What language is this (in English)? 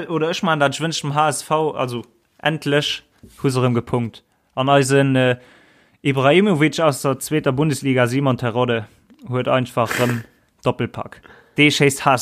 Luxembourgish